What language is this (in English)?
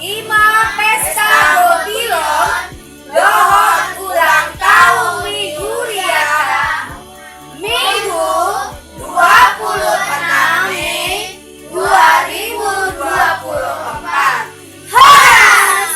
Batak Toba